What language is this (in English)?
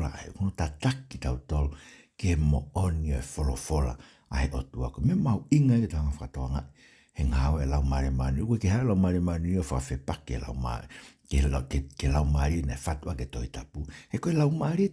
Tongan